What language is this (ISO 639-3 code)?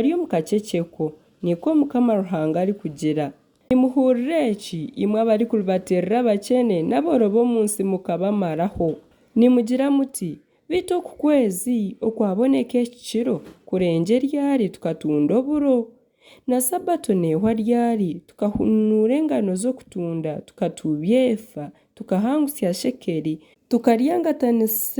nyn